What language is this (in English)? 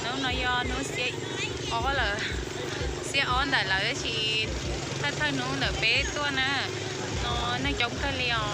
Hmong